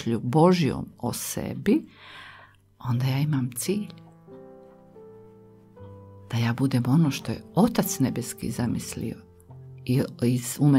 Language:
Croatian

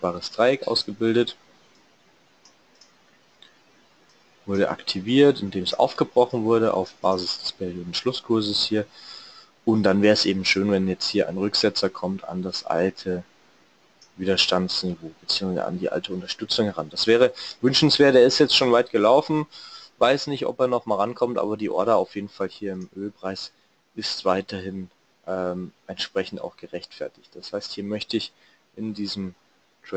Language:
German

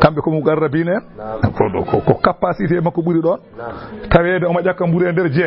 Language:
Fula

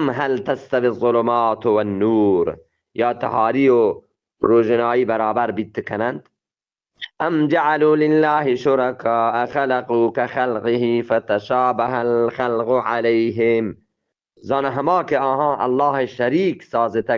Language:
Eastern Balochi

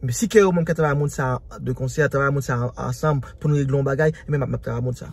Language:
Haitian Creole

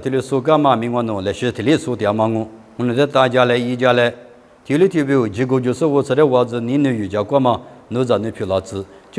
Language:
Lisu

